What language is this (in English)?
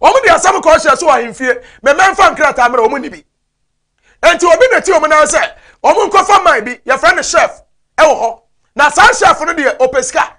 Akan